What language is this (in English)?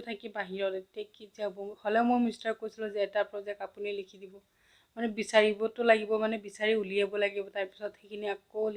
Assamese